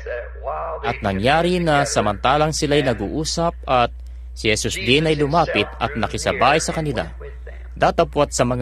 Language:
Filipino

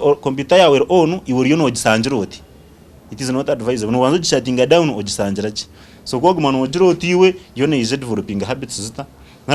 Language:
Nyankole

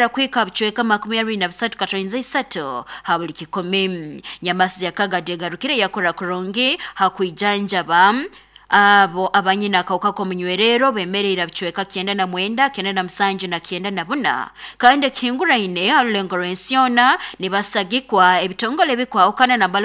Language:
Nyoro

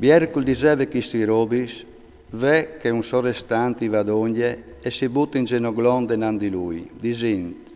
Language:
Friulian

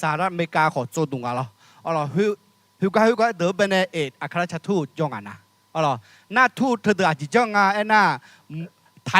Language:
Akha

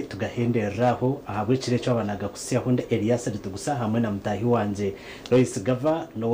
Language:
Nyankole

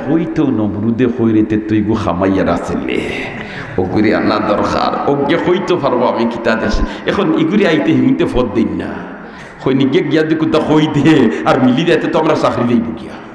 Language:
Sylheti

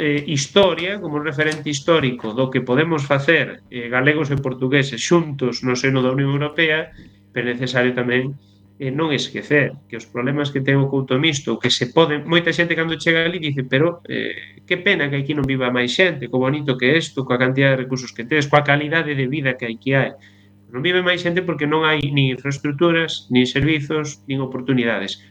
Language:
Galician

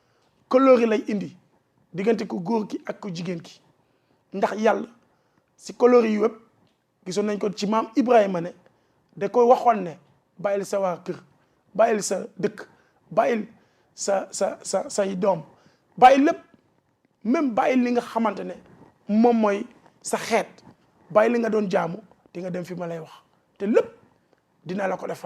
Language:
Wolof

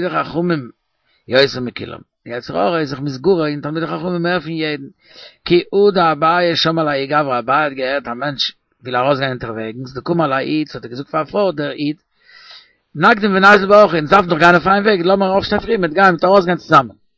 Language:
Yiddish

